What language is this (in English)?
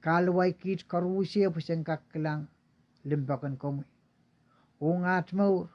Pohnpeian